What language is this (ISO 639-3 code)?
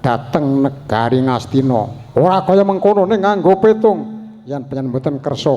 jav